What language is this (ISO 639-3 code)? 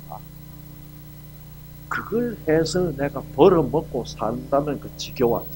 kor